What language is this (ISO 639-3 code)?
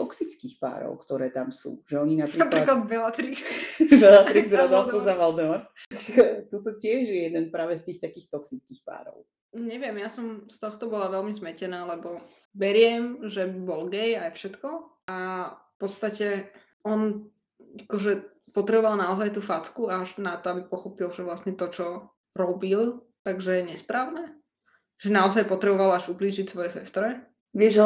slk